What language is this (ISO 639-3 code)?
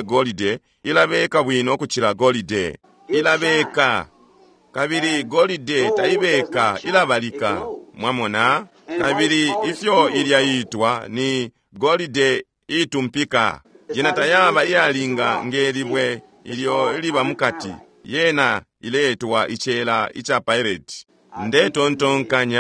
bem